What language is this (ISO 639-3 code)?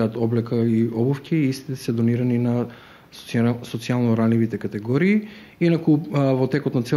mkd